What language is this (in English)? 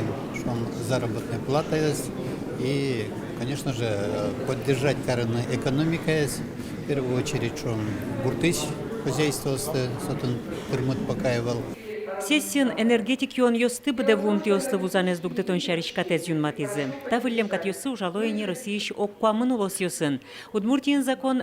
Udmurt